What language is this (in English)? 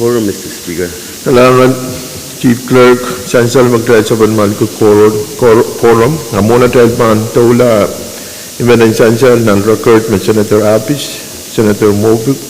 Pohnpeian